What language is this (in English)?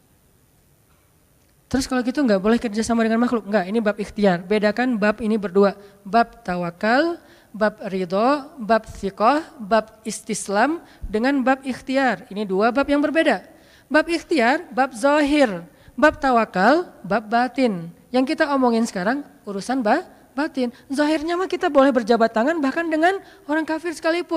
Indonesian